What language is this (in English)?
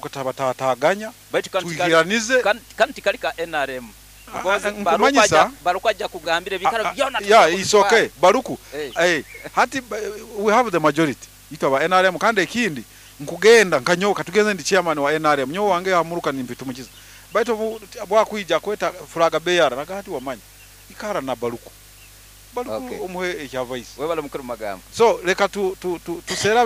Nyoro